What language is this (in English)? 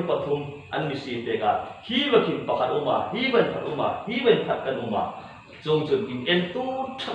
Hmar